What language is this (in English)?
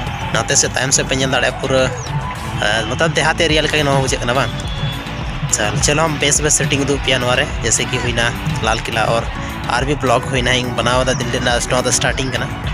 Santali